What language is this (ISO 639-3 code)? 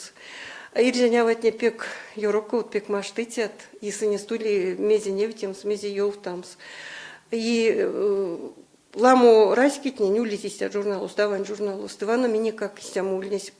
myv